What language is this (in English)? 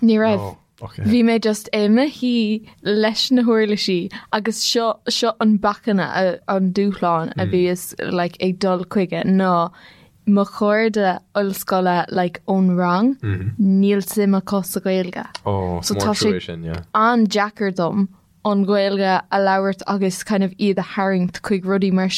Irish